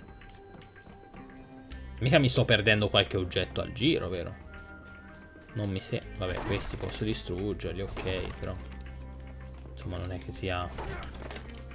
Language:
Italian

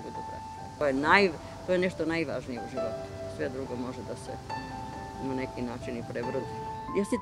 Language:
Serbian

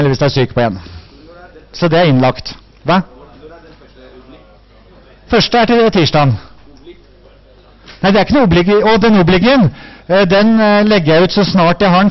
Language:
Norwegian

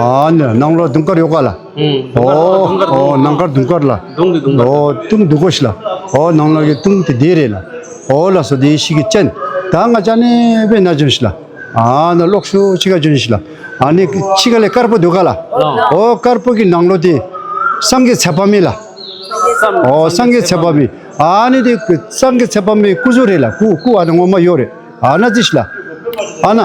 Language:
Tibetan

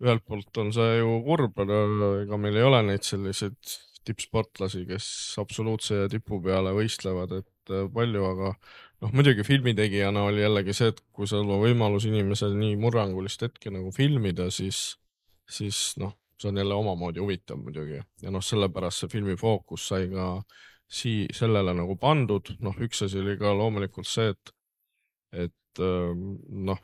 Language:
Estonian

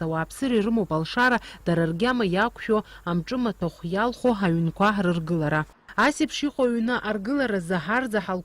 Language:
Abkhazian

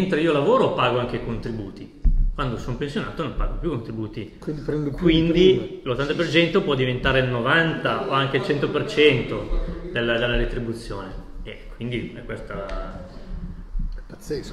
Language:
Italian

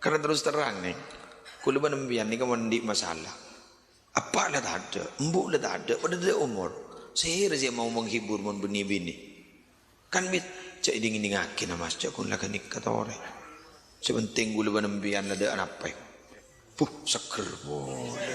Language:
Madurese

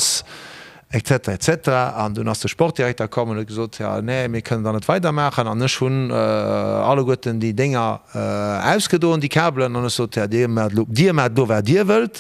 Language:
Luxembourgish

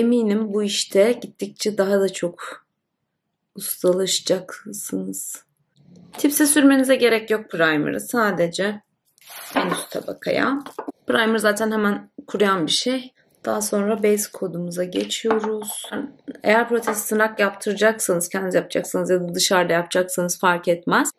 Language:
Turkish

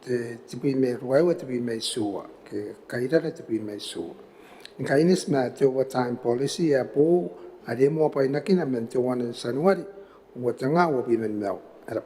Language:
Gilbertese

